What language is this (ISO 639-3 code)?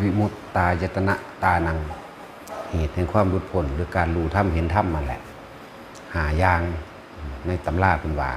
lao